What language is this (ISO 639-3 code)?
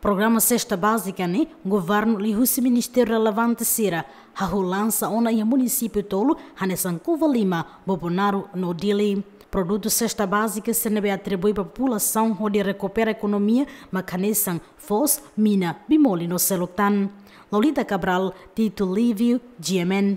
tet